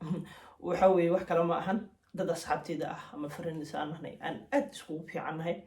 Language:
Somali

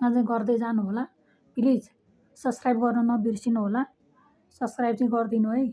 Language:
Nepali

